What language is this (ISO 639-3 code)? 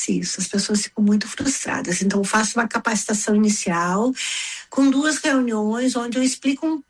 por